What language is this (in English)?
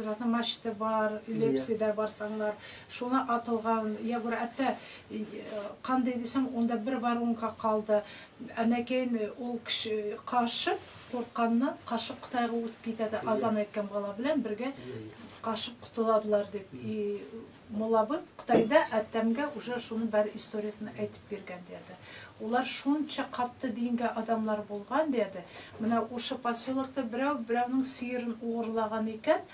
Tatar